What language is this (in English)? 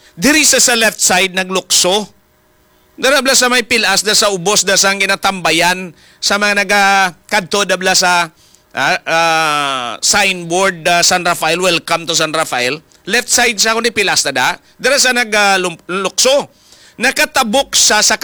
Hiligaynon